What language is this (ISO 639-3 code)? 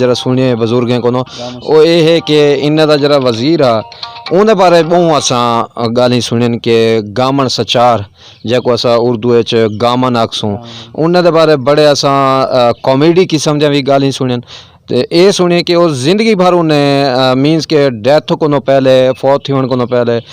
skr